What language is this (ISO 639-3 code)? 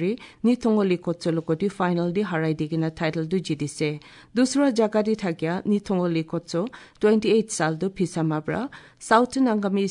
asm